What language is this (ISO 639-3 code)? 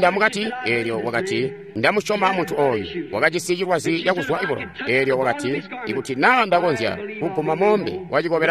toi